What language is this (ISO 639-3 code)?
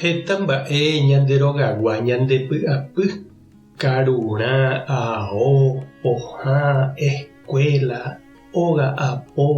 grn